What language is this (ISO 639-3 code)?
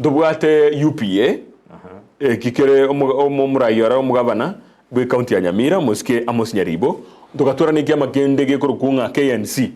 guz